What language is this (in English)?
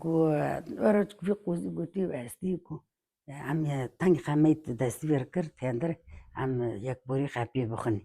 Kurdish